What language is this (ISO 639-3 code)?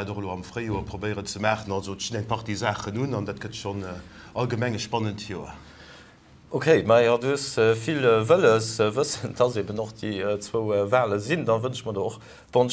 ltz